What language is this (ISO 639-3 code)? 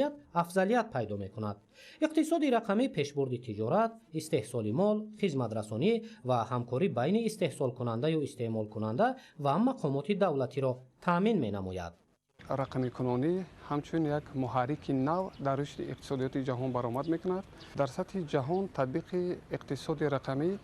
tgk